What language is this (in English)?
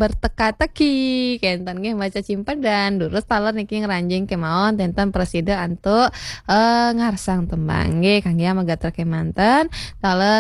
Balinese